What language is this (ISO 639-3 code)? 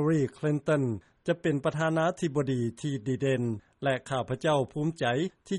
lao